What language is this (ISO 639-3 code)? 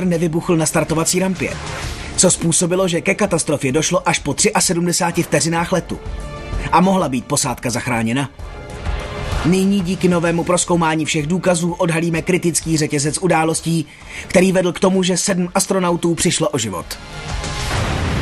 ces